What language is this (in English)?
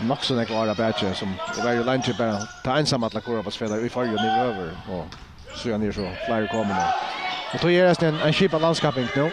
Faroese